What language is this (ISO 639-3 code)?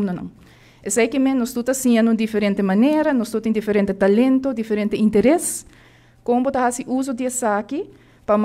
pap